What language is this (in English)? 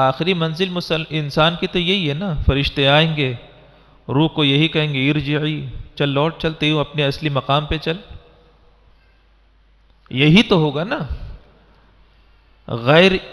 Urdu